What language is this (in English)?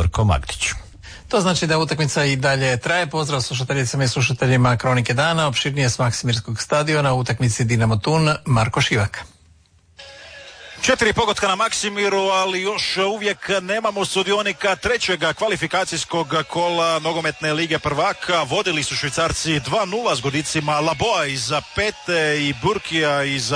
Croatian